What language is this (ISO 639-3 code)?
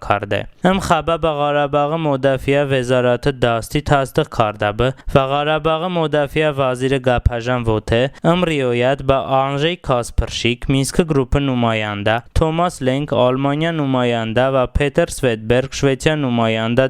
tly